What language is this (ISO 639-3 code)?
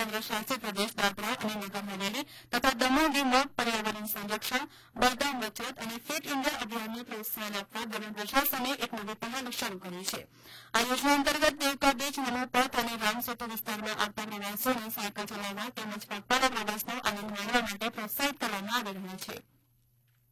guj